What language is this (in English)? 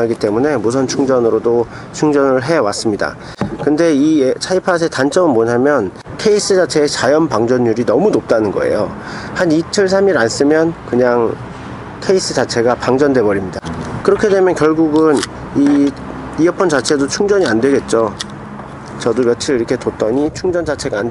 Korean